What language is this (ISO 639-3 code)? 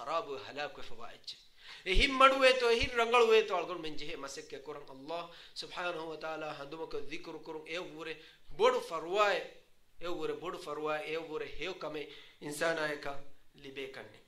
div